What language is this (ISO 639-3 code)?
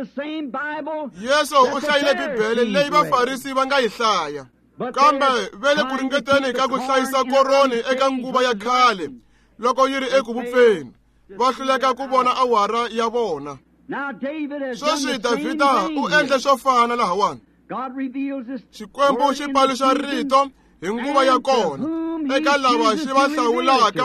tso